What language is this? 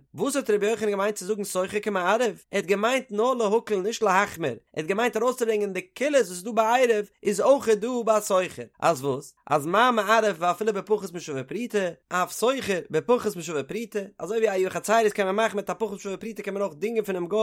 Yiddish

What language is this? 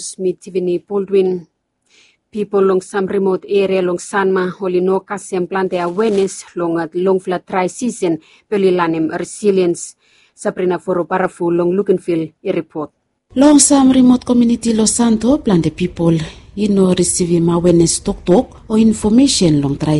Bislama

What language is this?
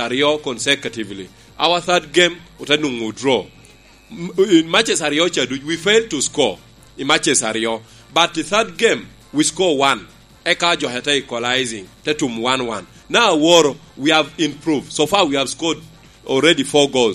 Lango (Uganda)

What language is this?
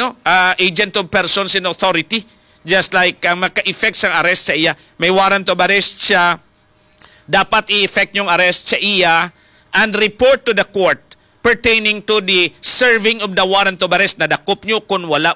Hiligaynon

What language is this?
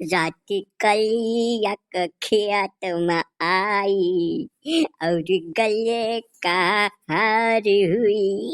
Awadhi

